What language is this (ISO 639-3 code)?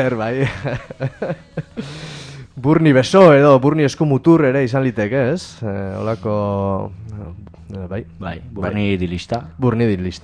eus